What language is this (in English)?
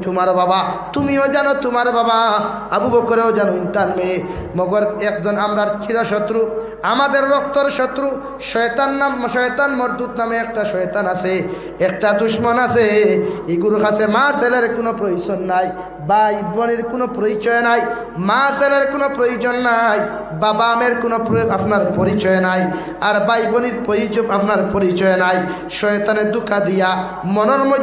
Sylheti